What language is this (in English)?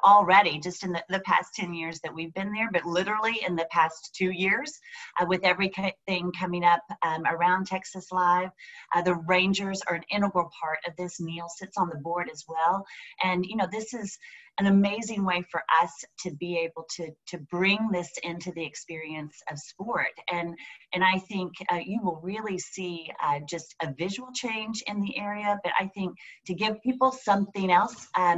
English